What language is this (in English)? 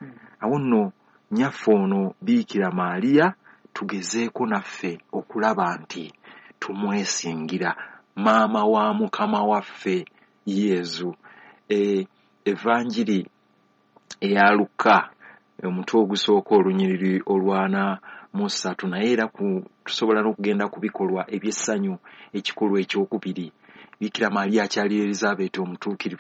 Ganda